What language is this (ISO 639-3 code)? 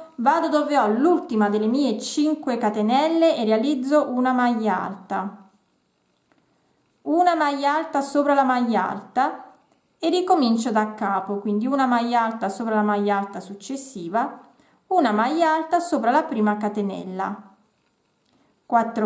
ita